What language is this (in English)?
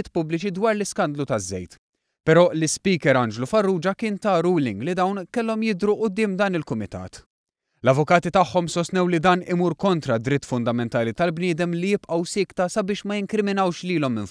Maltese